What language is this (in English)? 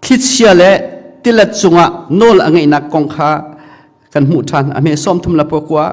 Hakha Chin